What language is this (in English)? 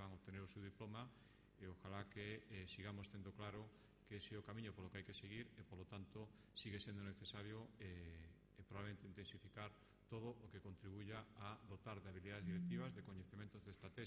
Galician